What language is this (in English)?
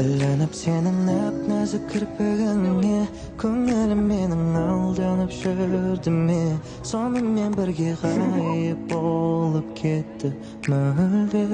Kara-Kalpak